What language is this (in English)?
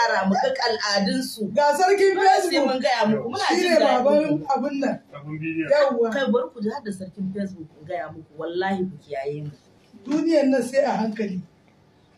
Hausa